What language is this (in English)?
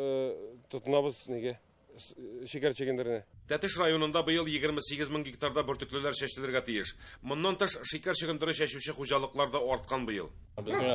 Tatar